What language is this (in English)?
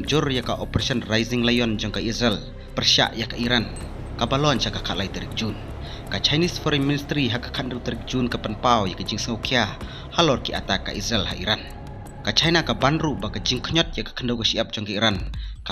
Khasi